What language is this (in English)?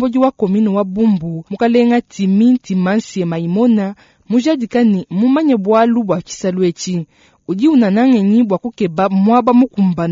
Luba-Lulua